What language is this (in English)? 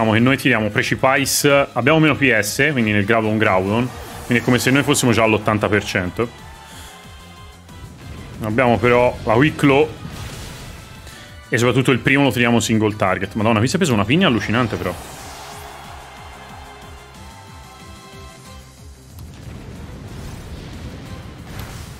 Italian